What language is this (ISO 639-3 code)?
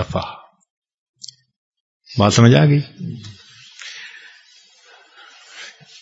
urd